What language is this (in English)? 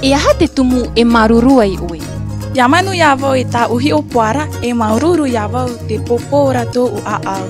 Tahitian